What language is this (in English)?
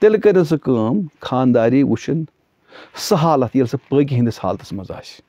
Kashmiri